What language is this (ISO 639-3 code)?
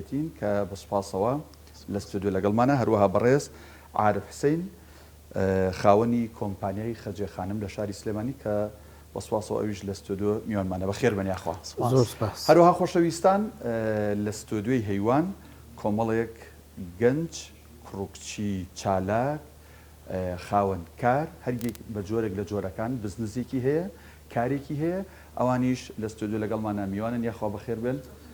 ckb